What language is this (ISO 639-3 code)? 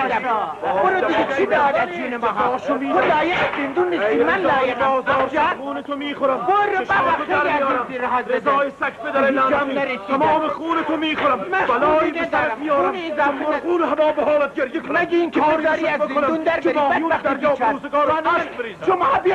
fas